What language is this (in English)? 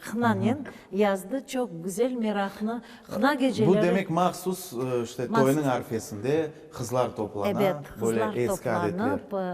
Crimean Tatar